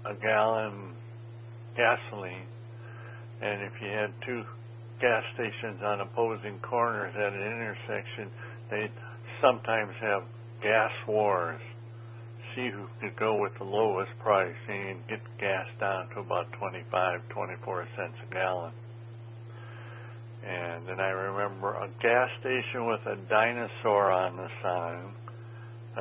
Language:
English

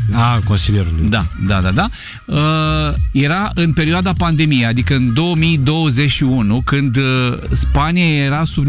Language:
Romanian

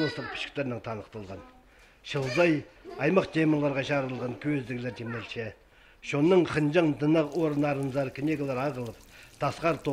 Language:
Khakas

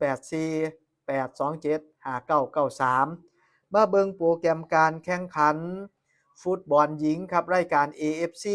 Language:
Northeastern Thai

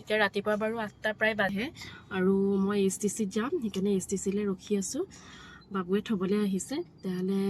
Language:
Assamese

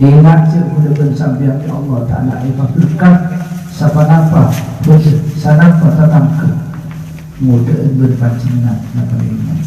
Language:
Madurese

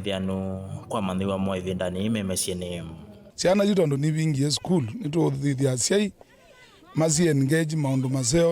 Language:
Kamba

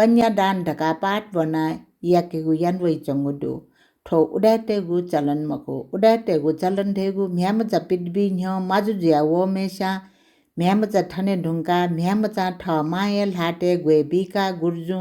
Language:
Newari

